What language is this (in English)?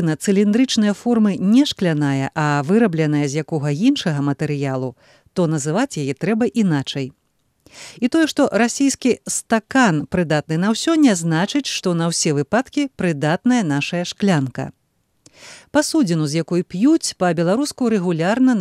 Belarusian